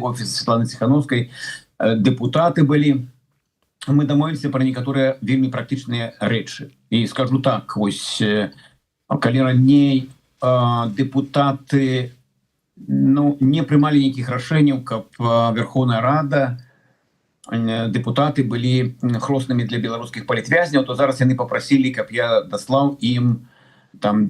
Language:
Belarusian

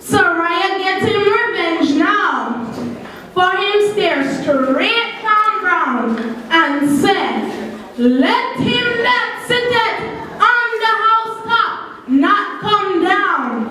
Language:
Jamaican Creole English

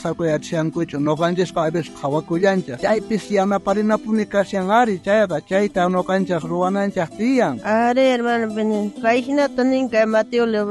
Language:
South Bolivian Quechua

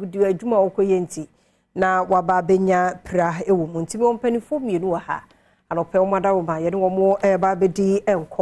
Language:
Akan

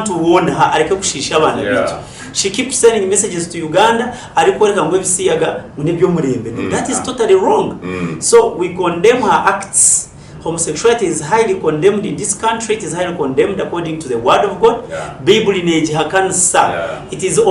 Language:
Nyankole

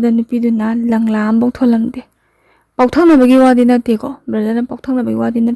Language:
Manipuri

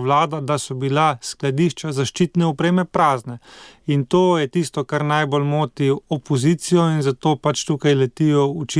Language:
Slovenian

